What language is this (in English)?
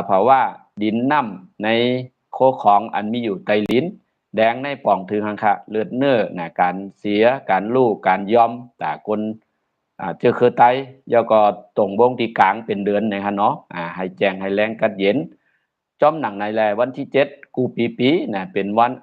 Shan